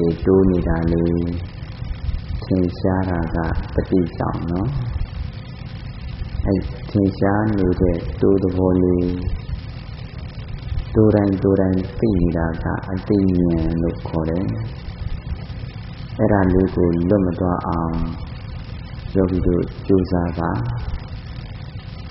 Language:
Burmese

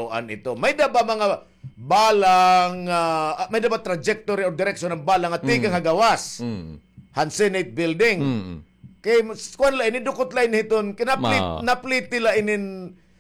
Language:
Waray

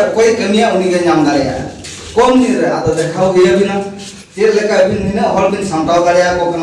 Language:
Santali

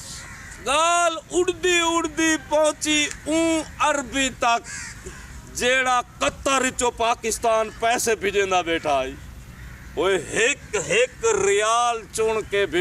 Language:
Saraiki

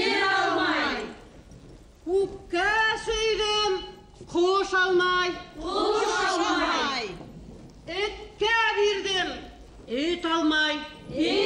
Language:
Bashkir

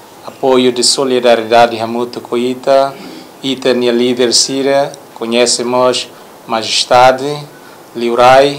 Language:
Tetum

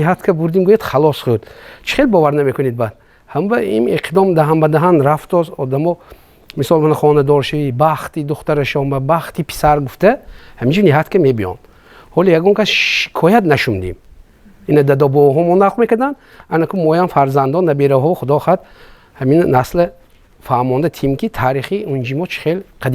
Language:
Tajik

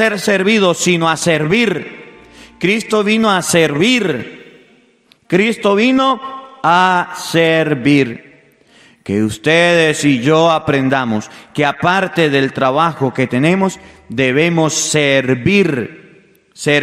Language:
Spanish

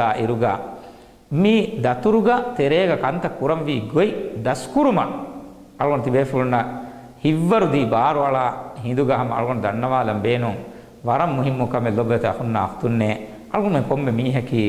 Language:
Divehi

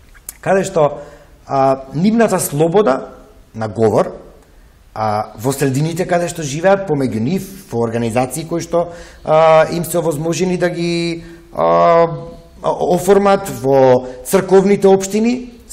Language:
Macedonian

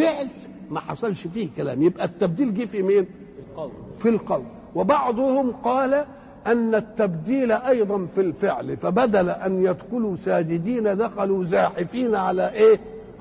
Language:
Egyptian Arabic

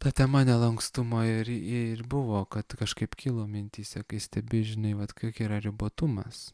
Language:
Lithuanian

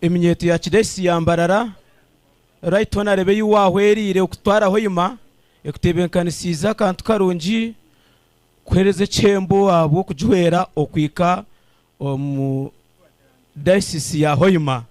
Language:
Nyankole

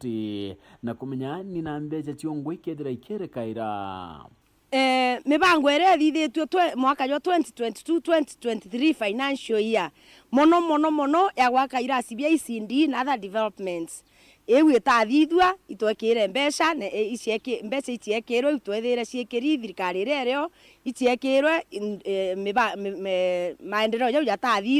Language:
Meru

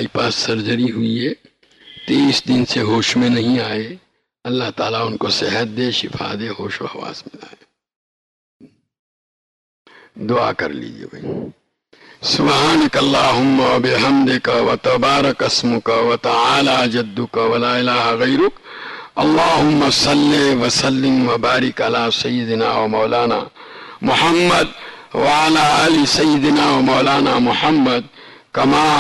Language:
Urdu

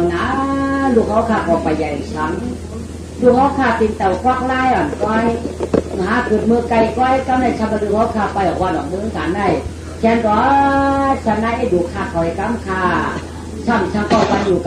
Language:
Shan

